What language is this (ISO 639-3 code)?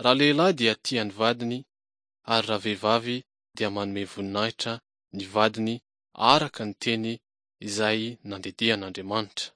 mlg